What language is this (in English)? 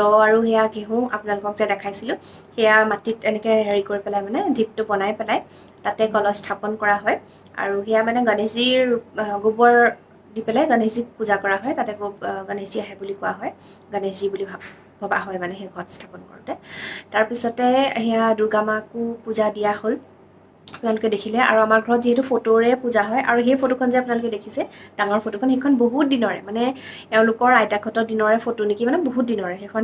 Assamese